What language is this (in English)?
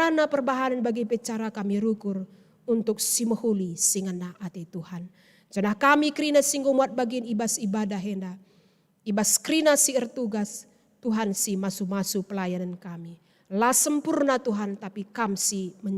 Batak Karo